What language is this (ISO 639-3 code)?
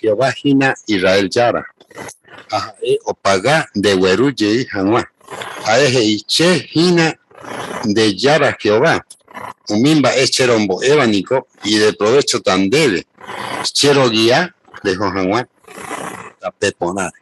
grn